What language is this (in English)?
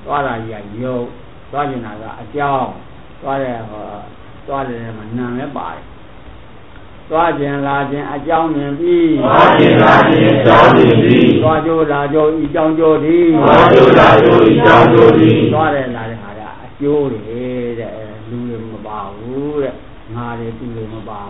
Burmese